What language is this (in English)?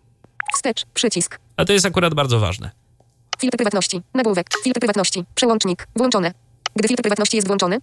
Polish